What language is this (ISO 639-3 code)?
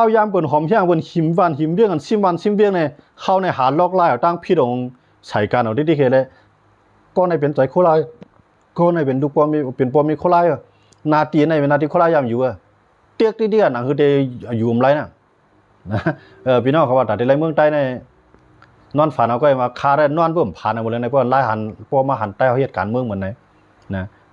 shn